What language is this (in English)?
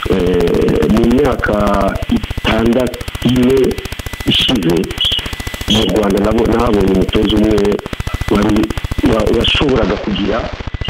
Kinyarwanda